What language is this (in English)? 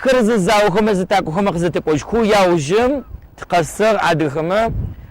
Adyghe